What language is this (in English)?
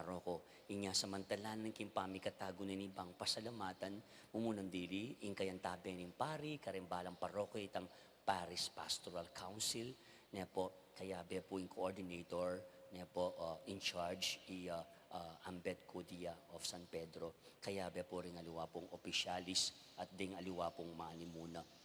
Pampanga